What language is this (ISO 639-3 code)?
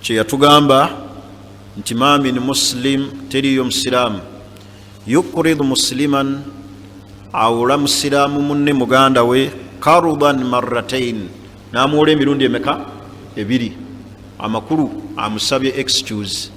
lug